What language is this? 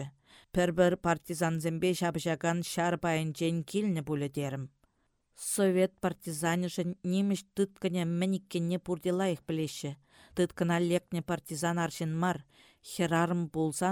Chuvash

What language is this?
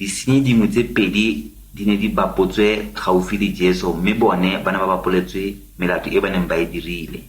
Tswana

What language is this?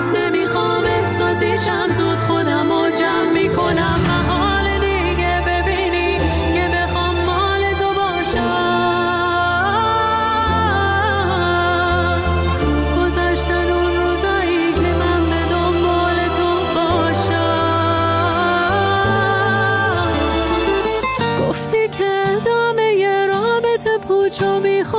Persian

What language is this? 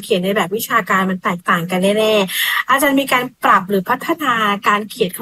Thai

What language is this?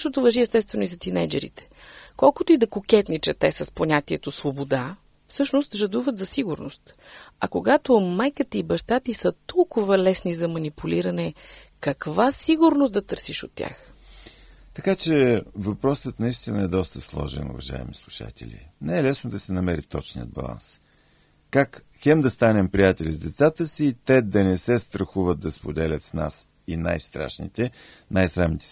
Bulgarian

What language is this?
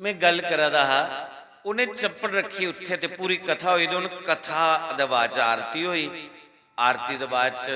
Dogri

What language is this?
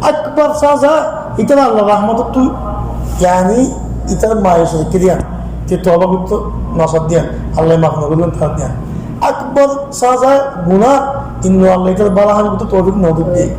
Rohingya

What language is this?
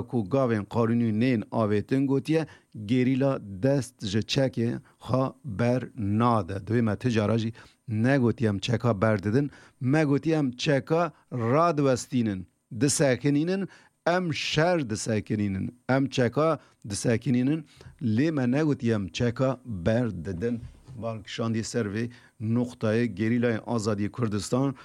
Kurdish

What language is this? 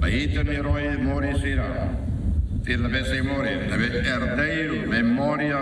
Tetum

